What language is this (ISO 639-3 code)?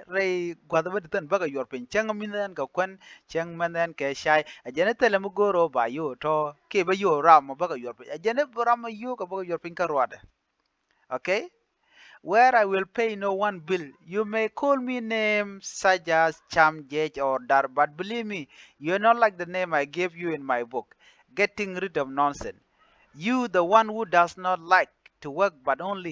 nus